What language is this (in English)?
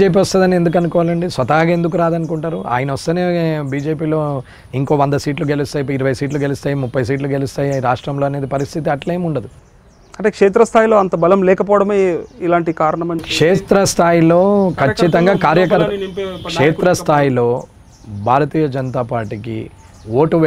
Telugu